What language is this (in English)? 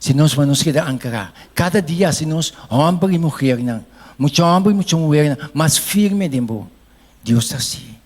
Papiamento